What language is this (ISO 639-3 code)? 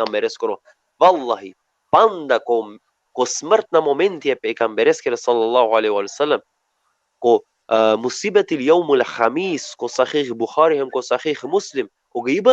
rmn